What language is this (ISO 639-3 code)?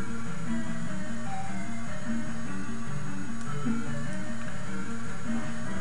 nld